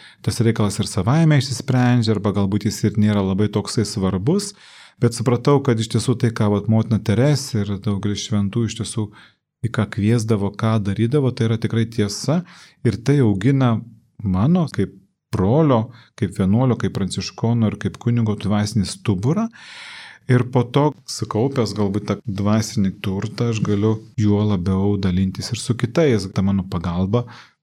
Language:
Lithuanian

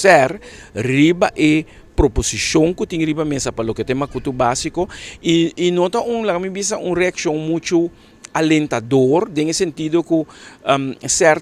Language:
Papiamento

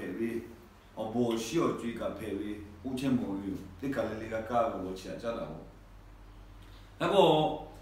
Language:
Chinese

